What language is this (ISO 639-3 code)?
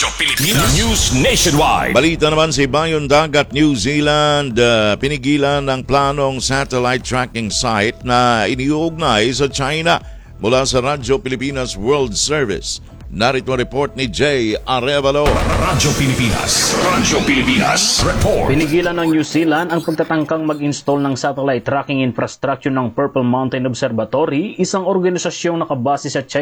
fil